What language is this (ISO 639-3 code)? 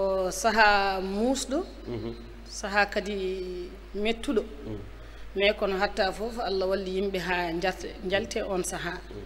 ful